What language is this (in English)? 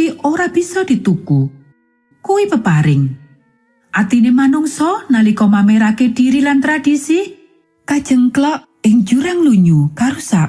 Javanese